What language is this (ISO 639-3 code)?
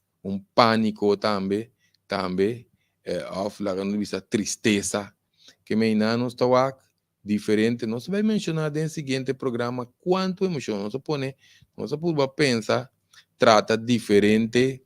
pap